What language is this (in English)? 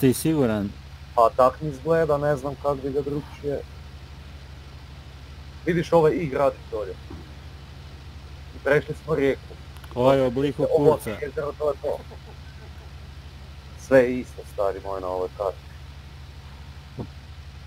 Croatian